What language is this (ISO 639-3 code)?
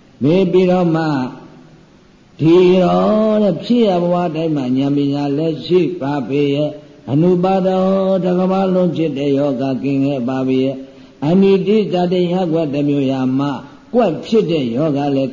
mya